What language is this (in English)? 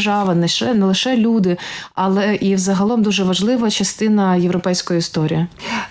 Ukrainian